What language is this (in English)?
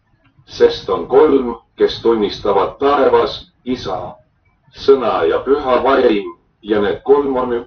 Estonian